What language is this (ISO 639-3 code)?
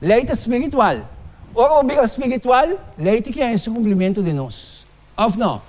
pap